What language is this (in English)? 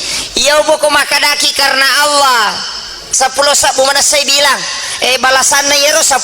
Buginese